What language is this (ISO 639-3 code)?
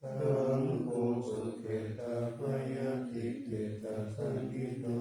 pli